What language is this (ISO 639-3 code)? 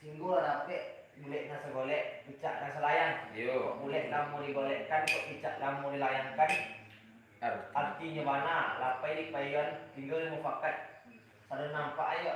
min